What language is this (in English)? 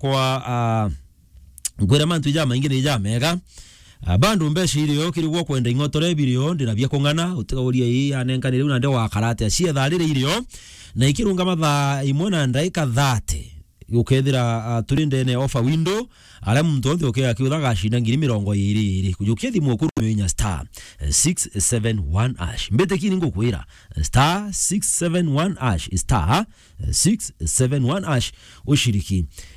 Meru